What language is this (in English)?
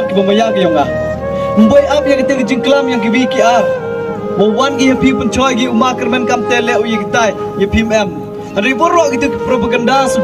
Khasi